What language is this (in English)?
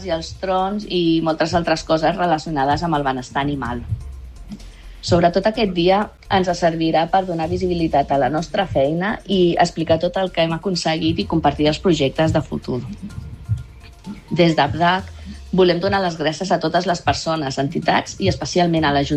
Catalan